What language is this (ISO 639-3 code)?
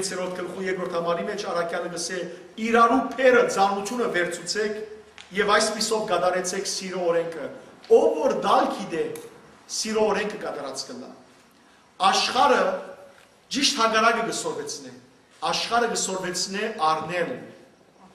hyw